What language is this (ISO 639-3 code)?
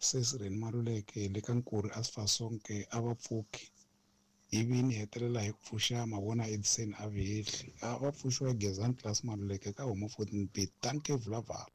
tso